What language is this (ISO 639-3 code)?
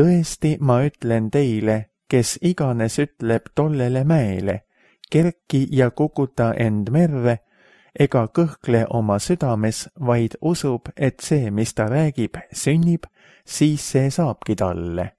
est